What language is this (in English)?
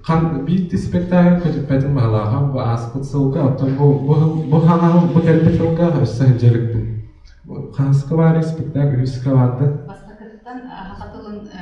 Yakut